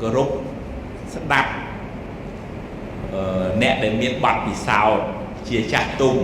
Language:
Khmer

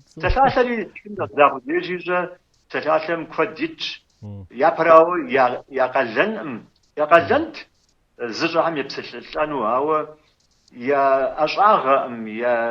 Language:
Kabardian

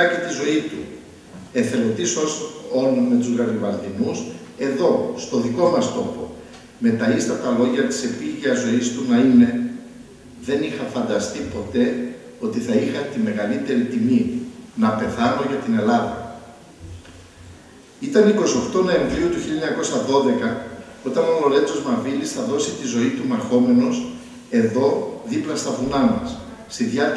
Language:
Greek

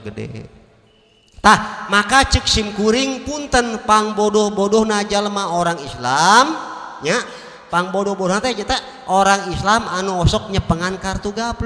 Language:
Sundanese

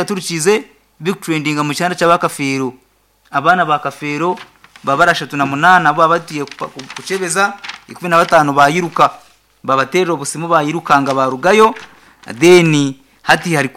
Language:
Nyankole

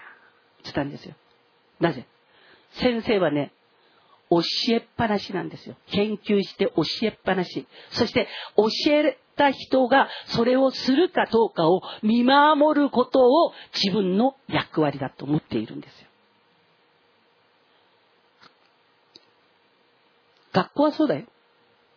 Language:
Japanese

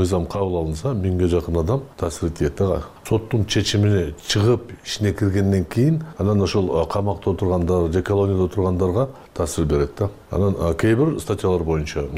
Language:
Kyrgyz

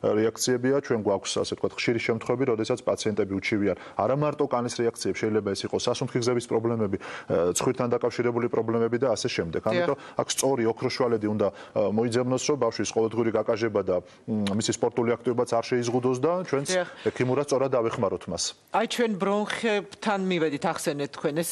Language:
Georgian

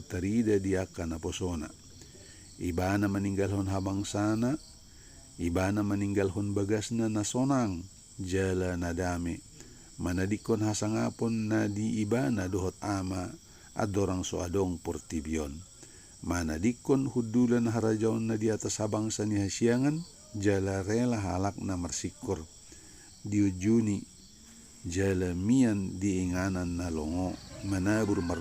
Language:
Batak Toba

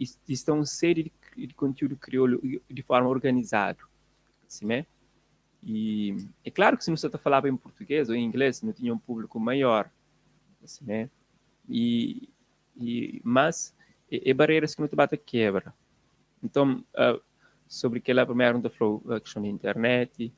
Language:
Kabuverdianu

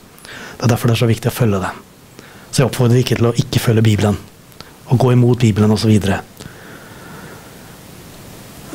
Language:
Norwegian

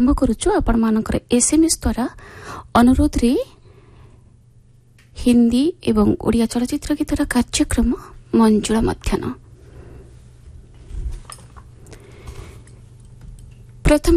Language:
Odia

